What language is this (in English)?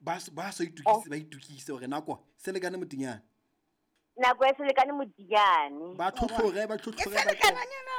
Southern Sotho